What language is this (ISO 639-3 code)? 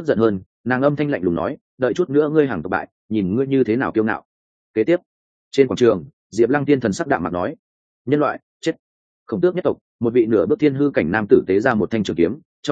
vie